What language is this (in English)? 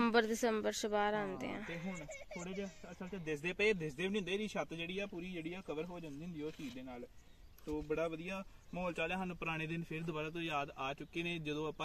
Punjabi